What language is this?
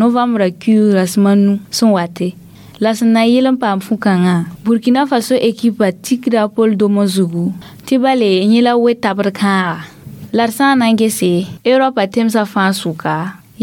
Mossi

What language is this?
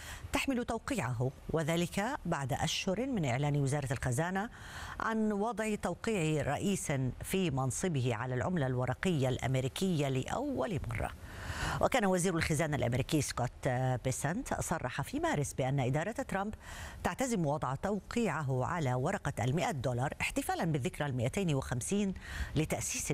Arabic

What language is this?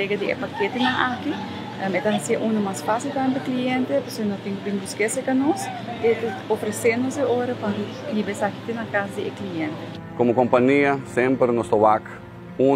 Papiamento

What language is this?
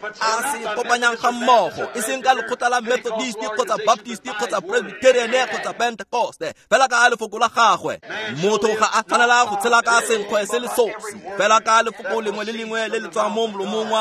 Tswana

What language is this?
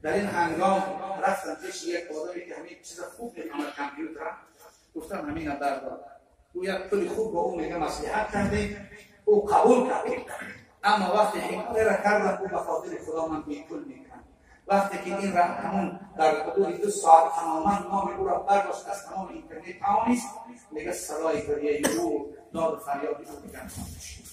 Tajik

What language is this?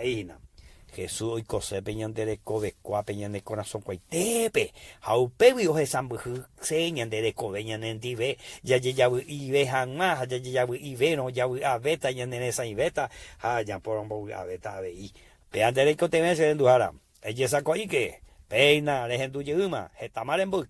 Guarani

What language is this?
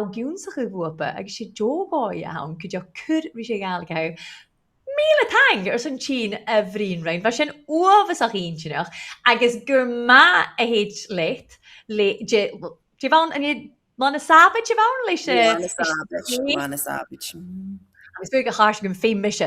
Scottish Gaelic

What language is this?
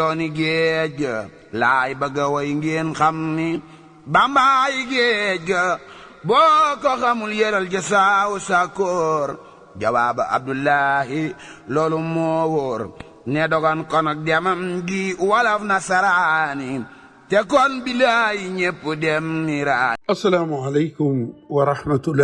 Wolof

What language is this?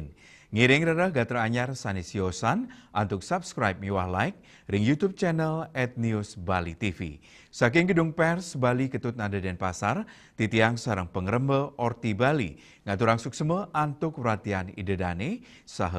Balinese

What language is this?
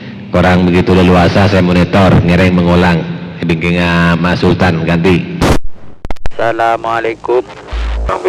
Madurese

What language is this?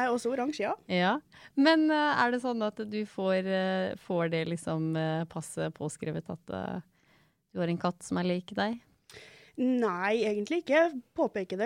Norwegian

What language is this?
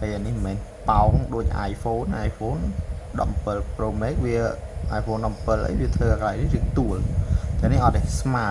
Khmer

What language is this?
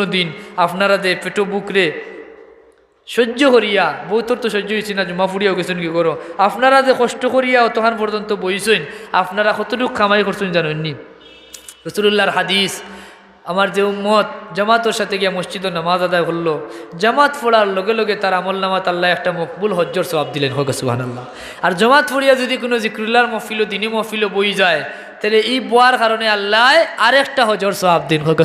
Sylheti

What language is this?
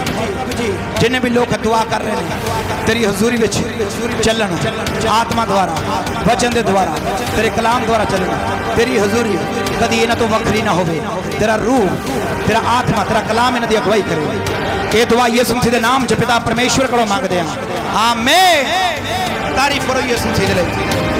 Punjabi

